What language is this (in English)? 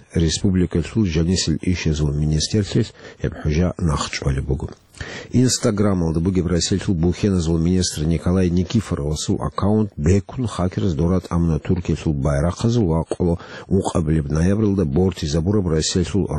Avaric